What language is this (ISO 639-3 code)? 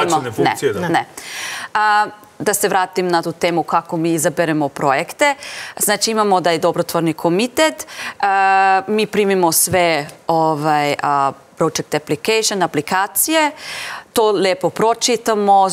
srp